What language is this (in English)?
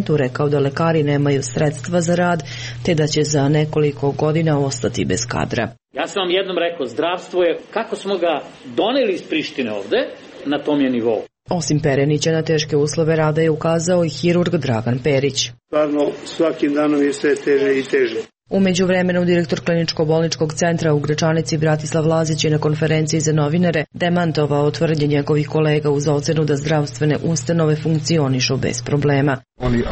Serbian